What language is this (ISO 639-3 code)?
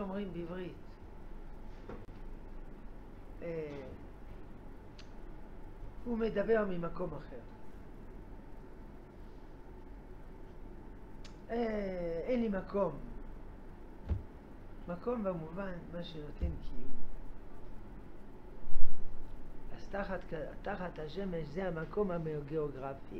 heb